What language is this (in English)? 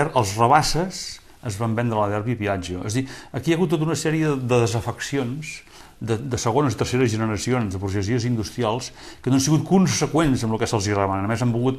Catalan